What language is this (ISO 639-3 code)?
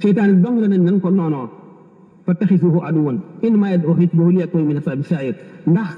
wol